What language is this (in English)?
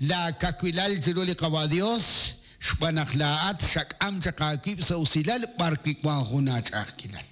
Kekchí